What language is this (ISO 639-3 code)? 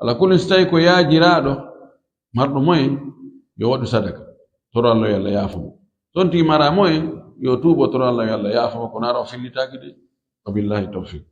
ful